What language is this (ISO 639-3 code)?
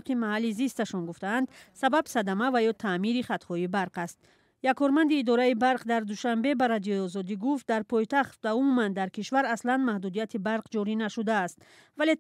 tgk